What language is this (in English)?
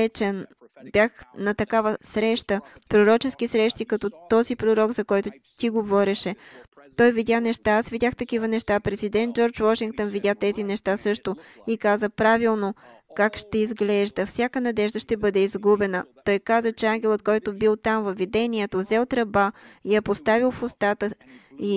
Bulgarian